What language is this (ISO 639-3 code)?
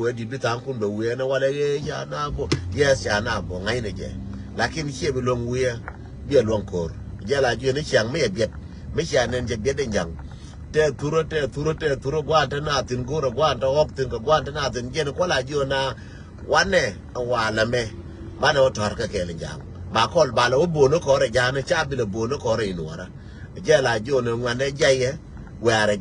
nus